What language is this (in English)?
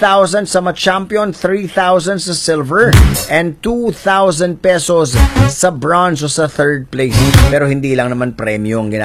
Filipino